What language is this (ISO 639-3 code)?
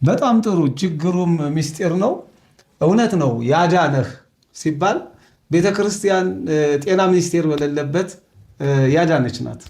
amh